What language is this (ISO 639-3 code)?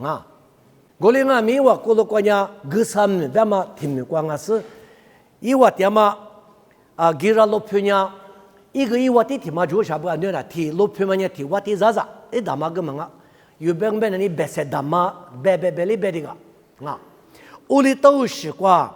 lis